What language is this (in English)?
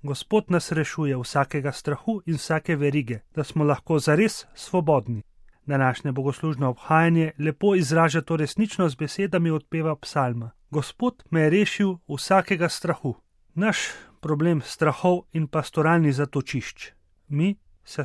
Slovenian